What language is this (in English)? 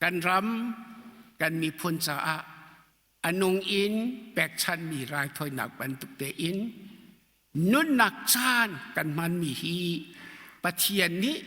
Hakha Chin